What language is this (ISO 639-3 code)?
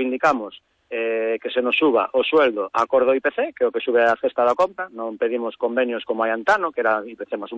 glg